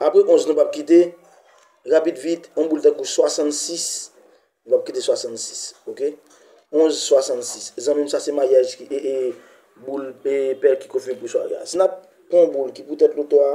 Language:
Haitian Creole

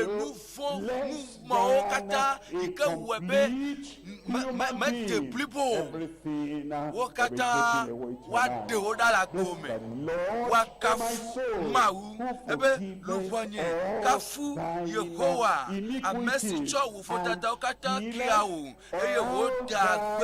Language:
Ewe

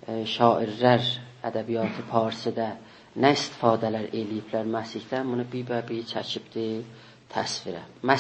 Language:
South Azerbaijani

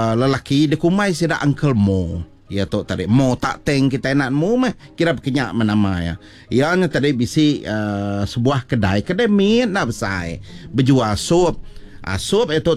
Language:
Iban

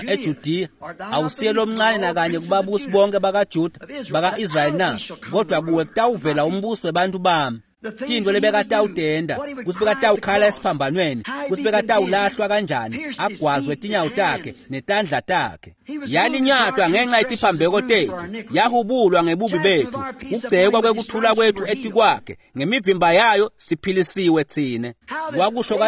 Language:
Swati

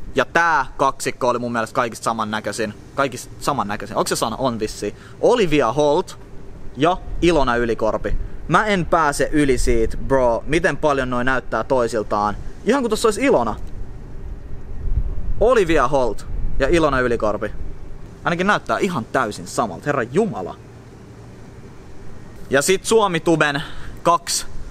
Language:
Finnish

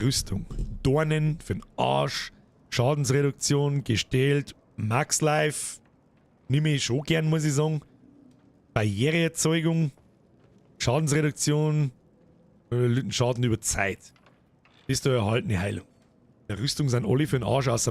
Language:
Bavarian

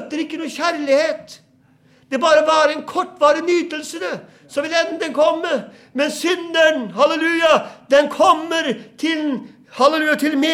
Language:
Norwegian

